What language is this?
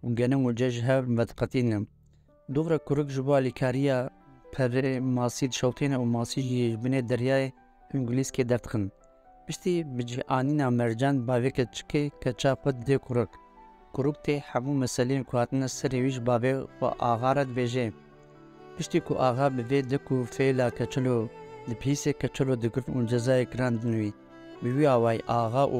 Kurdish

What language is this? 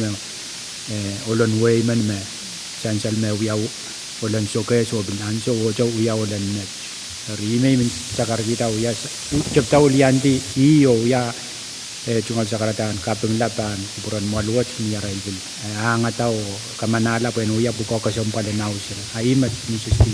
Pohnpeian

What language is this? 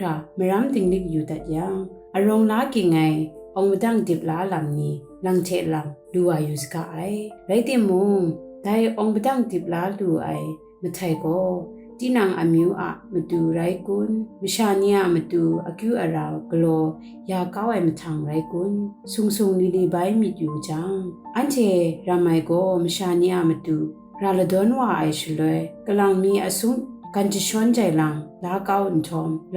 Kachin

